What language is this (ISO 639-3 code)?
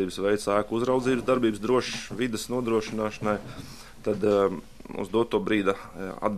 lav